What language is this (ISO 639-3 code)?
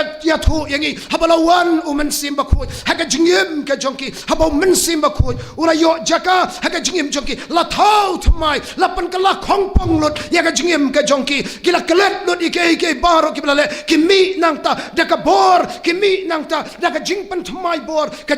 kha